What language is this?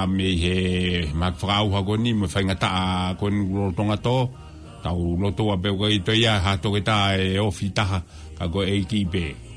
Tongan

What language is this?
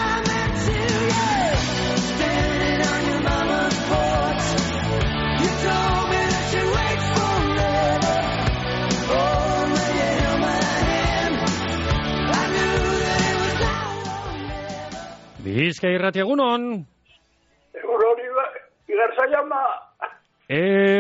Basque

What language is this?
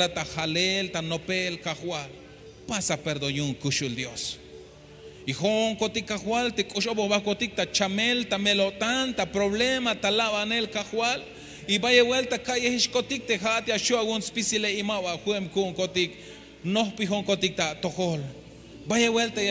Tzeltal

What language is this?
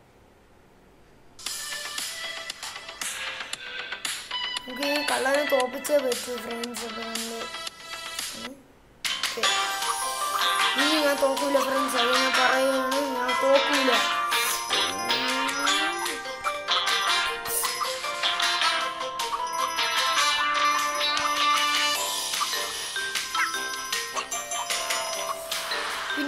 Malayalam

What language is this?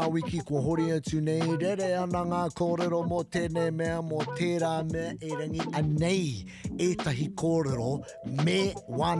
Māori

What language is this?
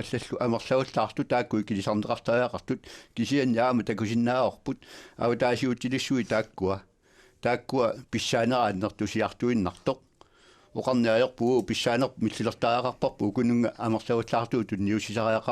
Kalaallisut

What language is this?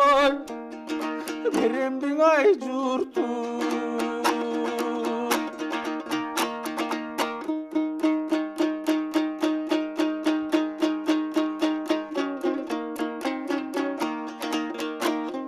Kyrgyz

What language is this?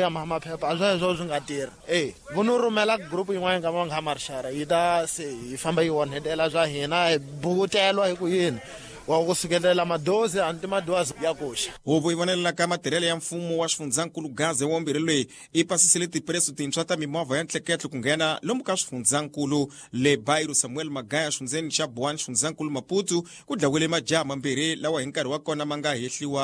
Tsonga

